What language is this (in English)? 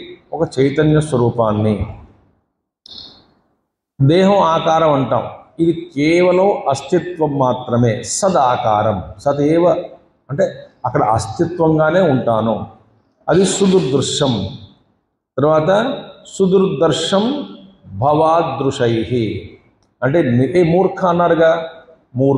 Telugu